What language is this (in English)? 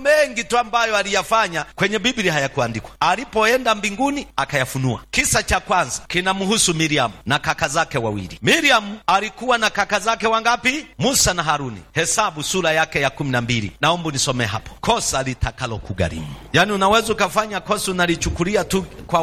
Swahili